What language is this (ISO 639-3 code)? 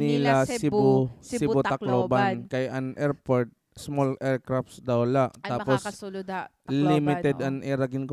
war